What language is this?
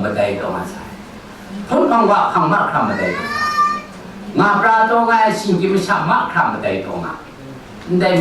Kachin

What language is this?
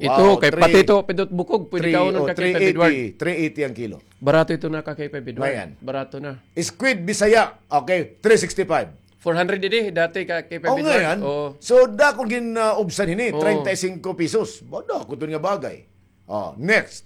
Waray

